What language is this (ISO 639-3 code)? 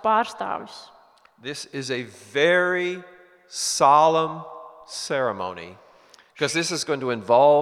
lav